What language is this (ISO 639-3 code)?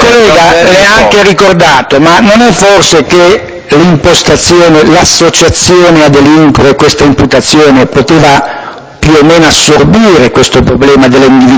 ita